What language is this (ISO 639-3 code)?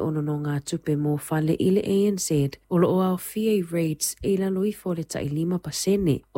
smo